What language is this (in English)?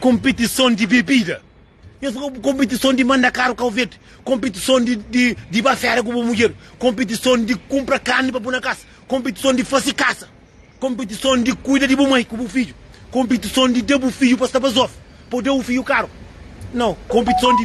Kabuverdianu